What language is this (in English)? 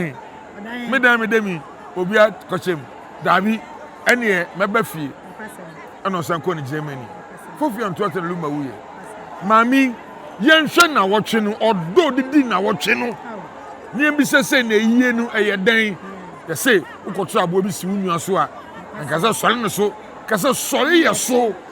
Akan